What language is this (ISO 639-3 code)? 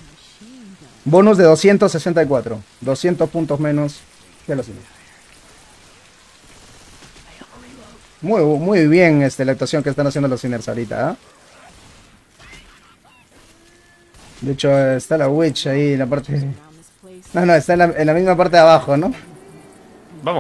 spa